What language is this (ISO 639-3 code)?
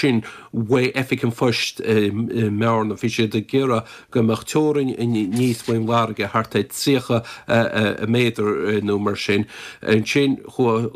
gle